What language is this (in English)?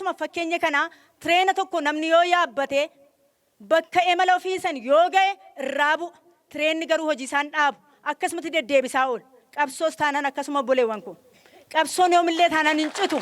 Oromo